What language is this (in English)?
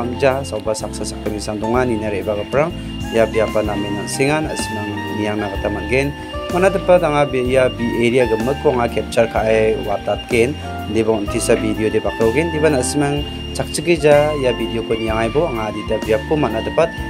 Garo